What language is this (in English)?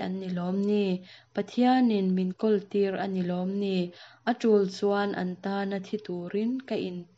Mizo